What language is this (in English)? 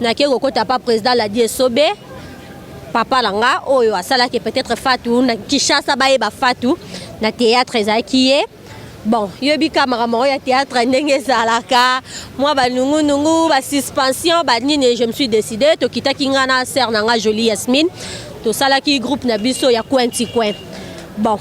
Lingala